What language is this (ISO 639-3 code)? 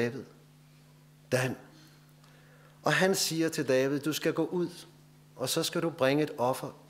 dan